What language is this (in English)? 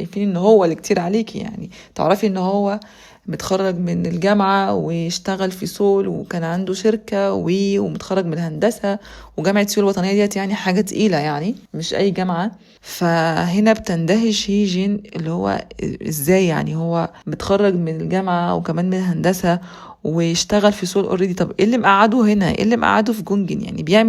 Egyptian Arabic